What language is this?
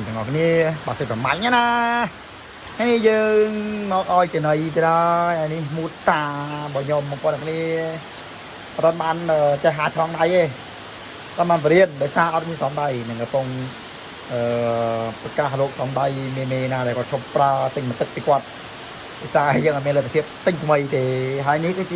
Khmer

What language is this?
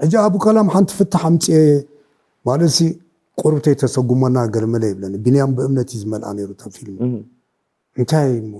Tigrinya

